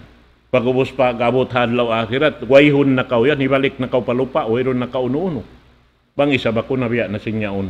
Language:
Tausug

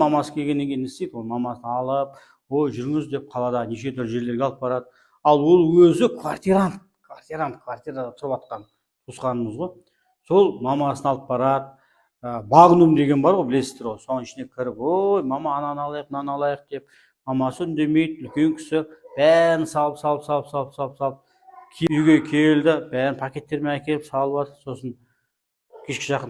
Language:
Kazakh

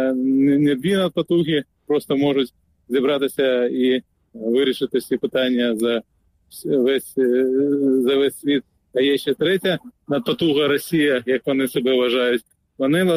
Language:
Ukrainian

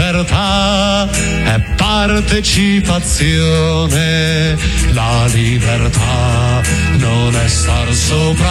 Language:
Italian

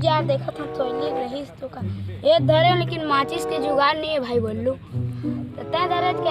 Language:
Chhattisgarhi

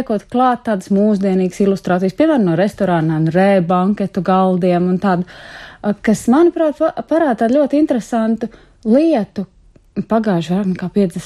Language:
Latvian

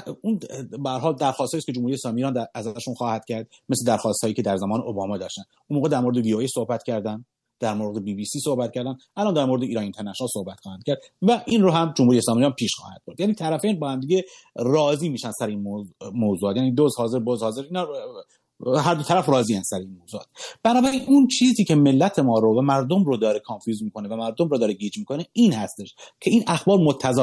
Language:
Persian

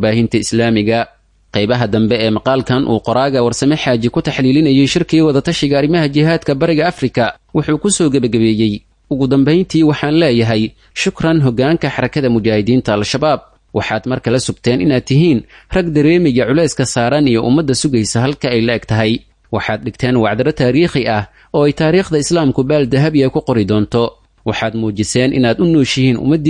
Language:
Somali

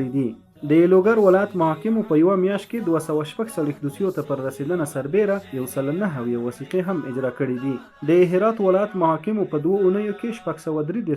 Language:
Pashto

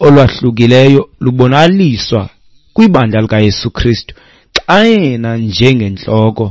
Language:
Xhosa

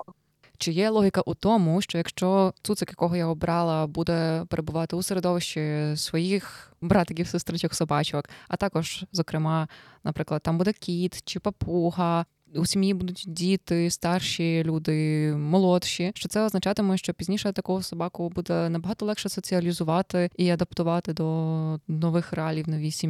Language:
Ukrainian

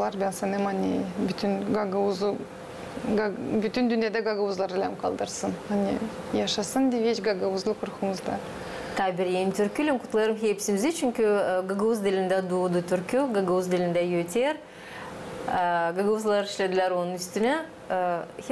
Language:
Gagauz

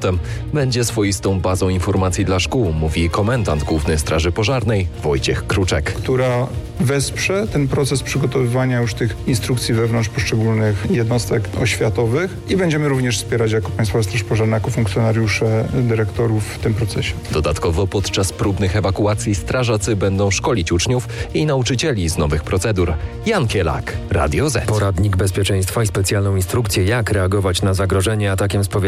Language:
Polish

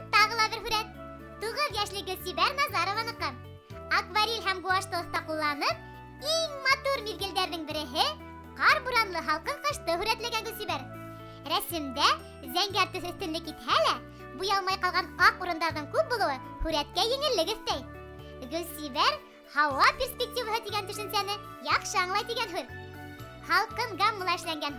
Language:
Bashkir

